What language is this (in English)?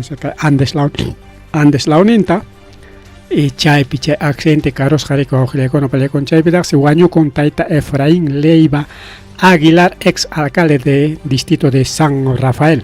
Ayacucho Quechua